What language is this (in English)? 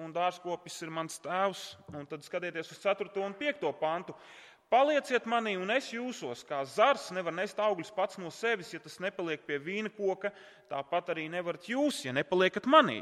Latvian